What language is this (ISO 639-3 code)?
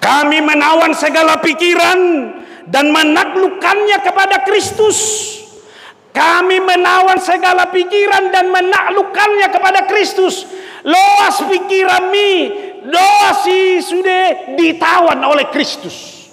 bbc